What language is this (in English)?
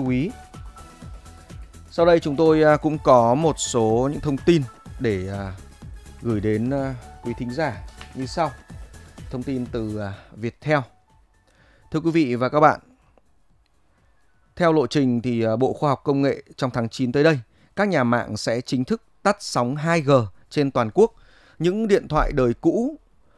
Vietnamese